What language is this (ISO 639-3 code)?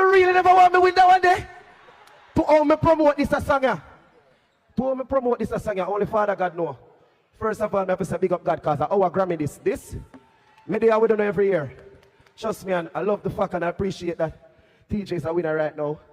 jam